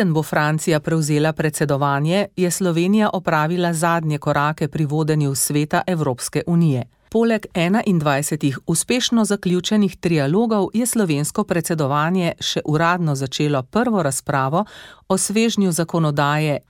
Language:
Slovenian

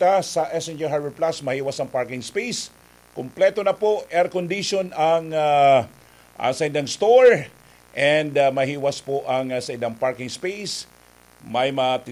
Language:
Bikol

